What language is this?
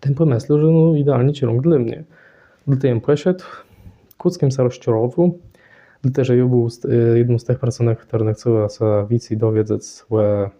Kashubian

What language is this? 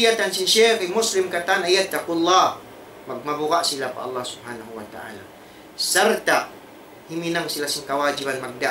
Tausug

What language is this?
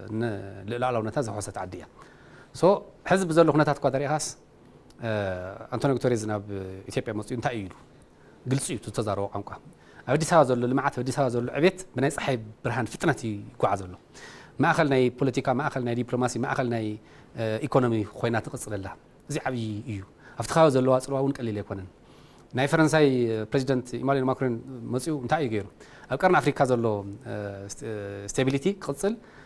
Tigrinya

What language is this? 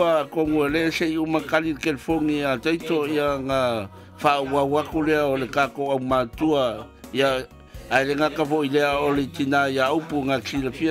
Samoan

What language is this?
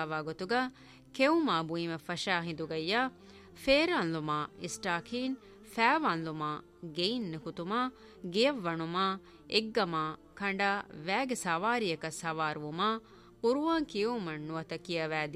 Divehi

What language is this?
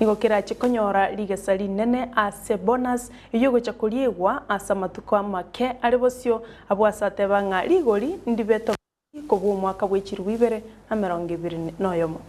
Gusii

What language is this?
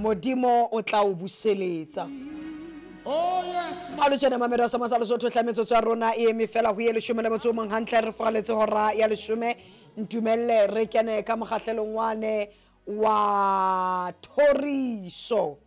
Southern Sotho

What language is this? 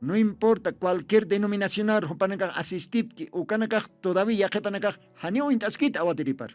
Aymara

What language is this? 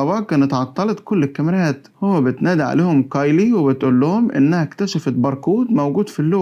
Egyptian Arabic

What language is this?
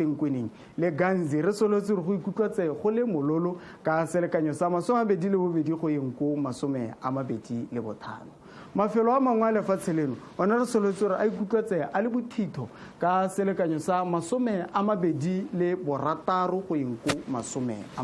Tswana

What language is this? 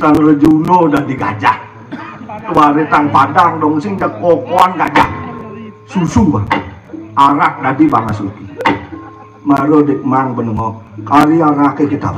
Balinese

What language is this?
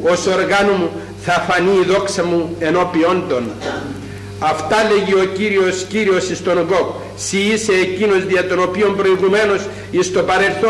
Greek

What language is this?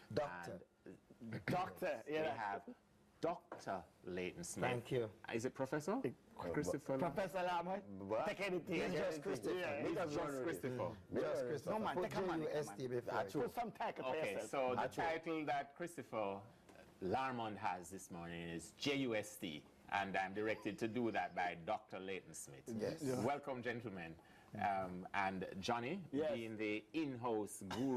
Jamaican Creole English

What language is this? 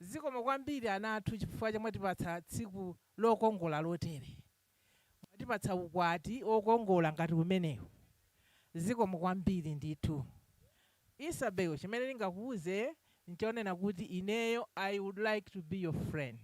Nyanja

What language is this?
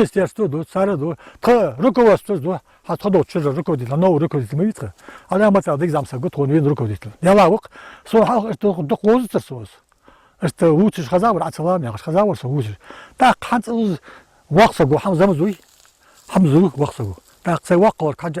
Ingush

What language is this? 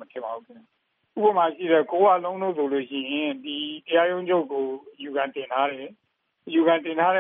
Burmese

